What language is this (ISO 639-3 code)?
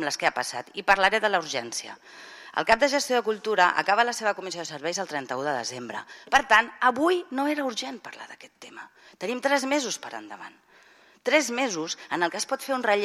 cat